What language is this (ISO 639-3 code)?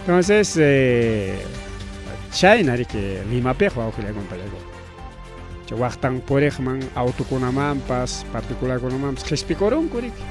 quy